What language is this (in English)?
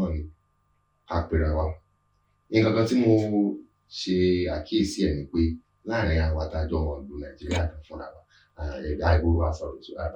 Yoruba